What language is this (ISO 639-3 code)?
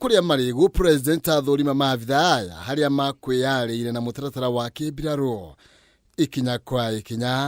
kik